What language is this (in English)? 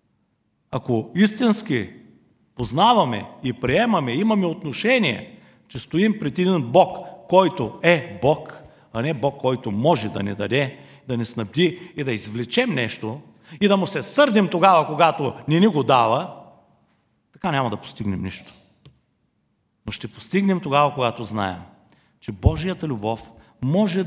Bulgarian